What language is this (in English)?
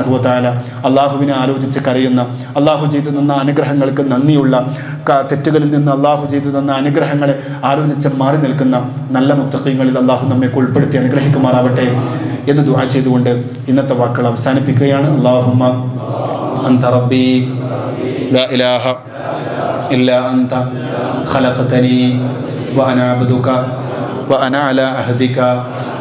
Malayalam